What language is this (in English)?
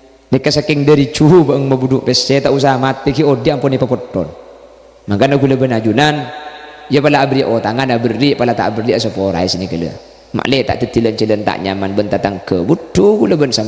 Madurese